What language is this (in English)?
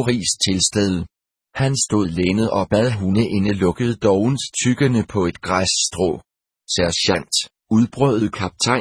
Danish